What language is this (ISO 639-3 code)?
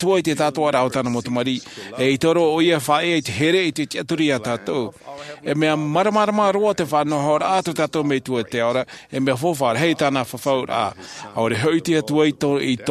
tah